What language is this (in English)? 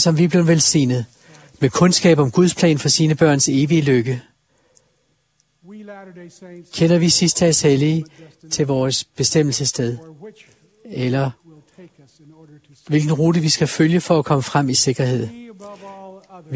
Danish